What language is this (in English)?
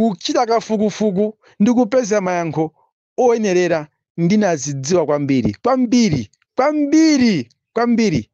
Nyanja